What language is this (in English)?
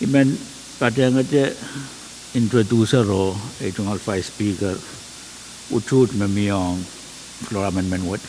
Pohnpeian